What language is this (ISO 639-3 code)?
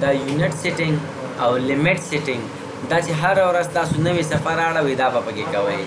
pus